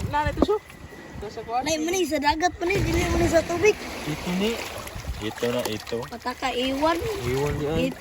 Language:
Cebuano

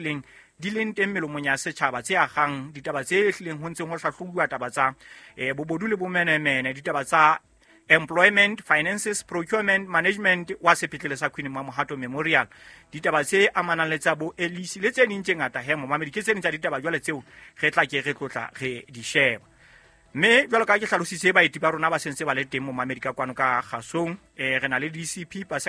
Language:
Southern Sotho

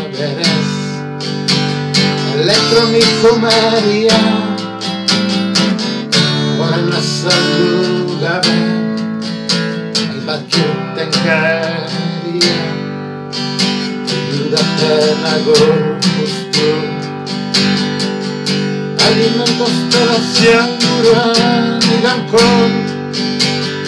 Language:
Basque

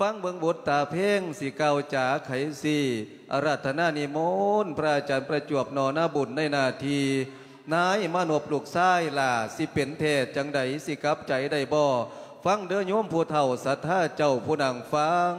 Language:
Lao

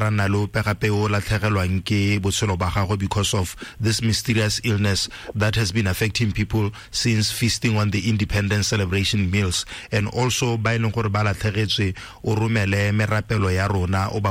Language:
Tswana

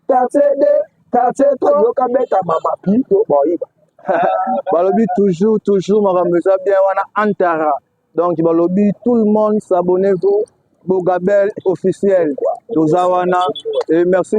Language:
Lingala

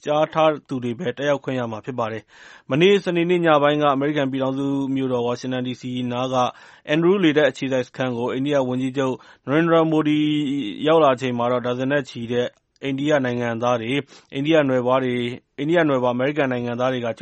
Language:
Burmese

